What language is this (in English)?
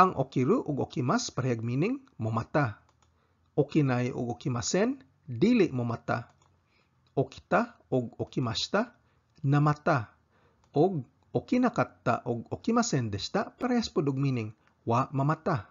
Cebuano